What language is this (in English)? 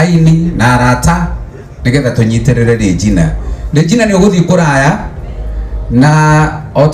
Kikuyu